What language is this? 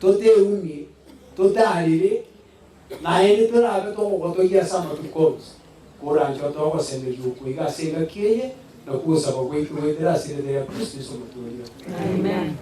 Gusii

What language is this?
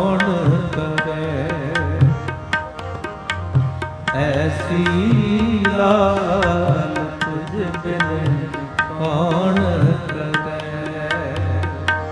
Punjabi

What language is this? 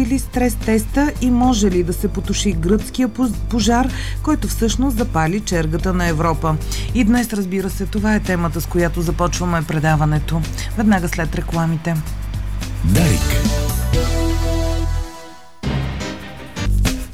Bulgarian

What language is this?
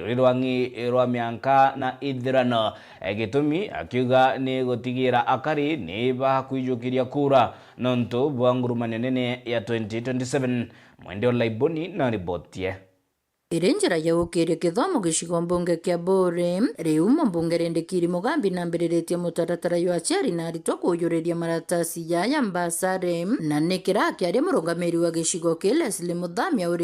Meru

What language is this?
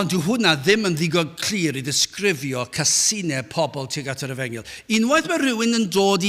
Welsh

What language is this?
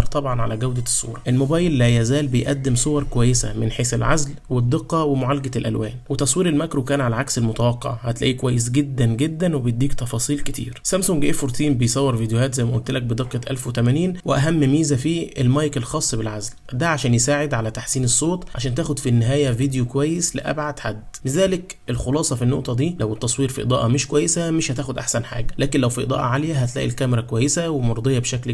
Egyptian Arabic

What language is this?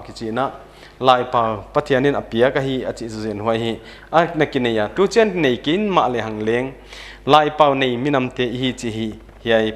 Paite Chin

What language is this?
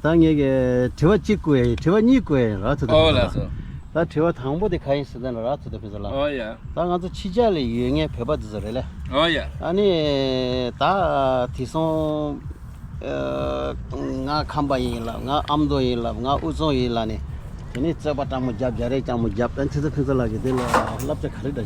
Tibetan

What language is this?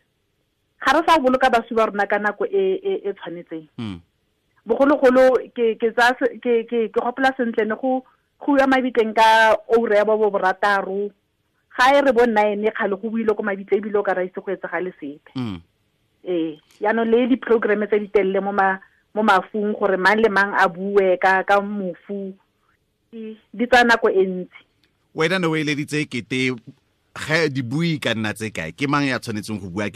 Tswana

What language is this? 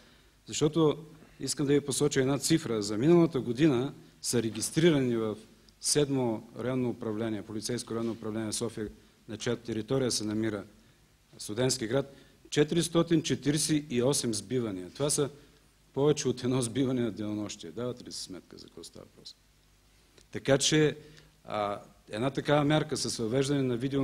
Bulgarian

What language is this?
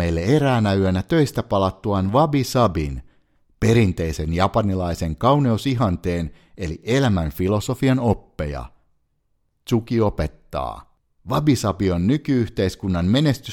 Finnish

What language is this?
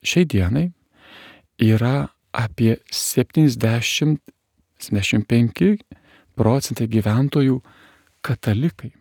Lithuanian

